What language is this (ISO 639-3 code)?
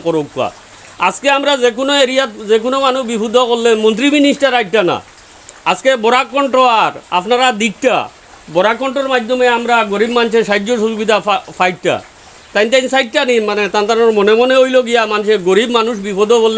syl